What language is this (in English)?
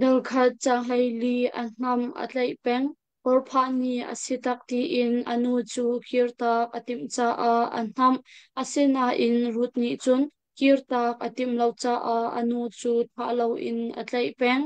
Hakha Chin